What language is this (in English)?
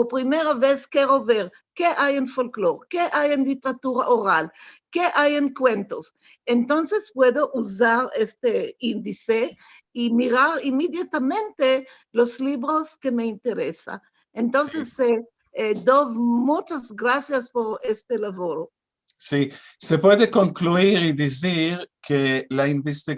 Ladino